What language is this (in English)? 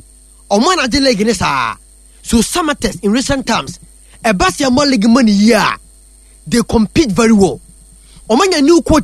Akan